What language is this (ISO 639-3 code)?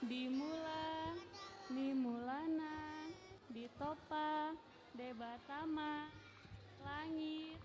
bbc